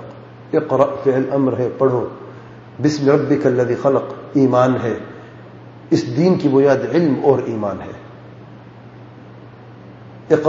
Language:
Urdu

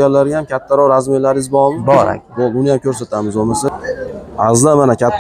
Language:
Uzbek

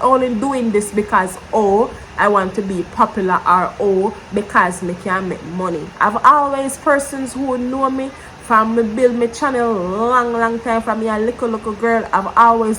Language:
Jamaican Creole English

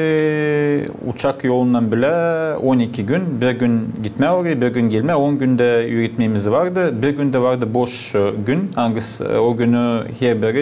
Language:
Gagauz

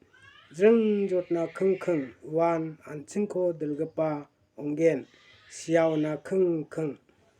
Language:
Garo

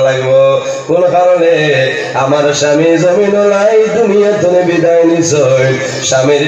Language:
Sylheti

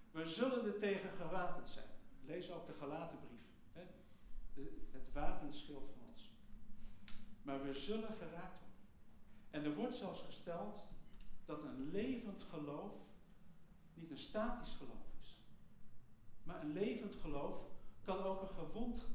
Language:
Dutch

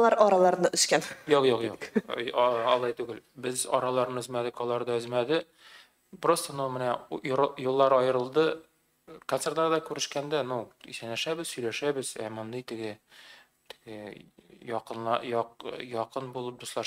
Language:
Tatar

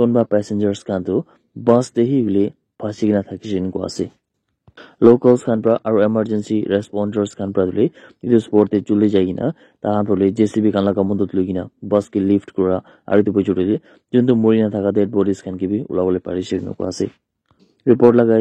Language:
Naga Pidgin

